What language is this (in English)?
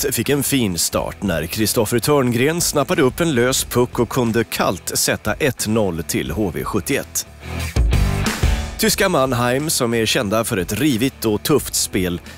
Swedish